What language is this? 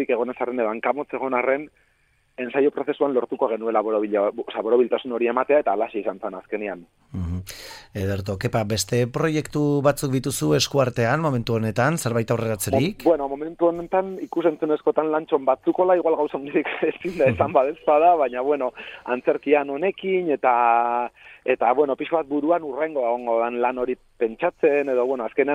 Basque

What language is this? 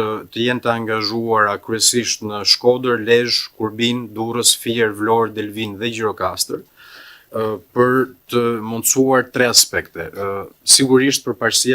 Albanian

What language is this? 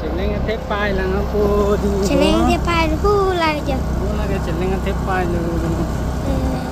Karbi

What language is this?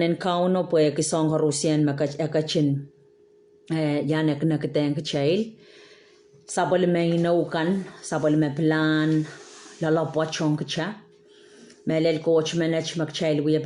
Pohnpeian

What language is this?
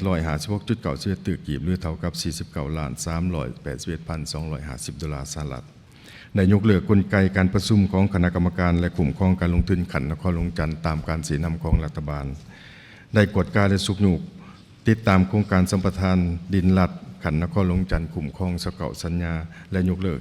Lao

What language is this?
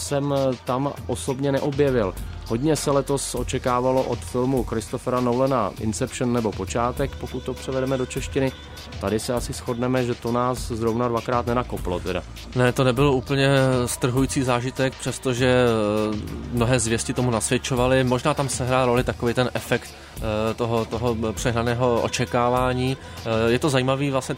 Czech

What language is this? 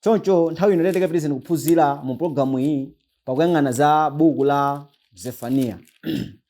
Nyanja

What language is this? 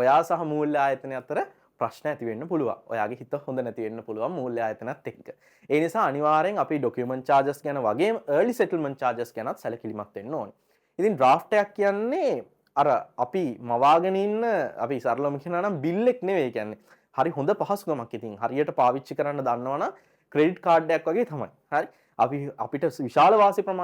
Sinhala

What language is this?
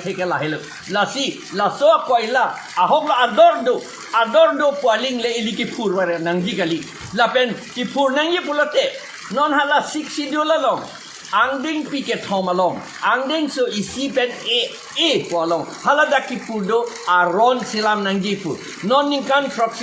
Karbi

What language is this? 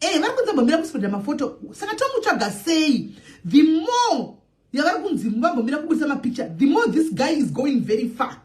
Shona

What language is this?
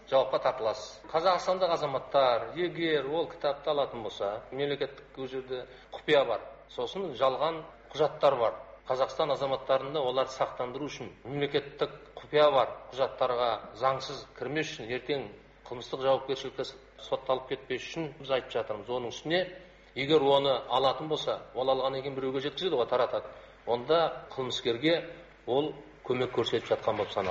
Kyrgyz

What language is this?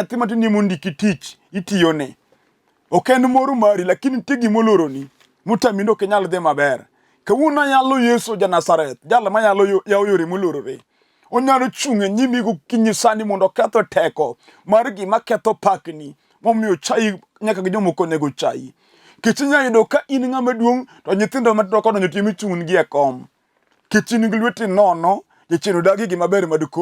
Luo (Kenya and Tanzania)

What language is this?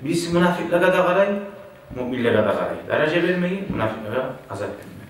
Kumyk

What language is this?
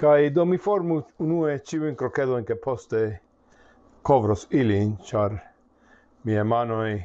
Esperanto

